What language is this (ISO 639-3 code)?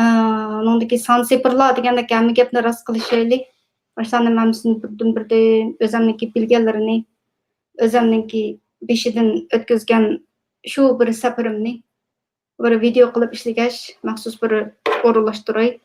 uig